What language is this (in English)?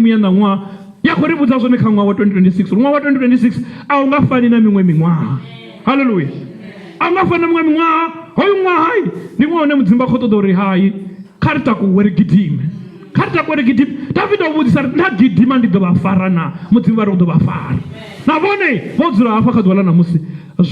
Venda